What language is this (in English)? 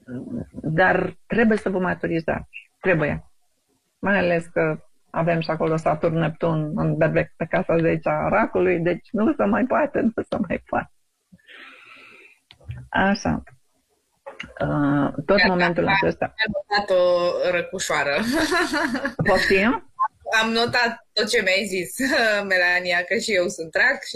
Romanian